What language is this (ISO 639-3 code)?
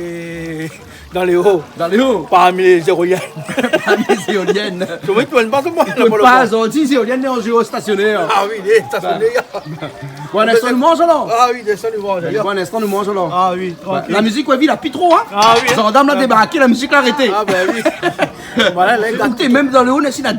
rcf